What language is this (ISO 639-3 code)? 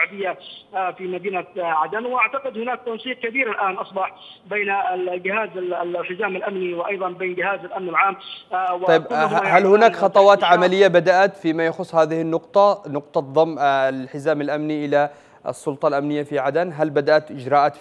ara